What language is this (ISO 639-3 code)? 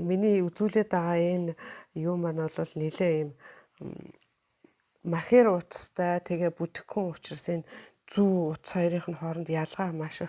mon